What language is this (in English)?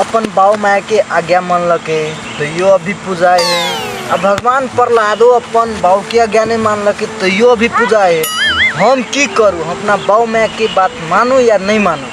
Maithili